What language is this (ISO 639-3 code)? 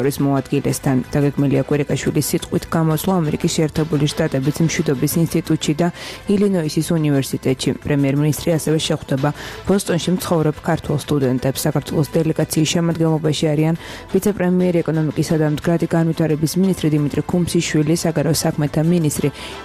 kat